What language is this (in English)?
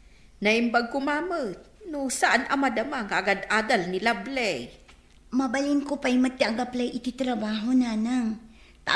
Iloko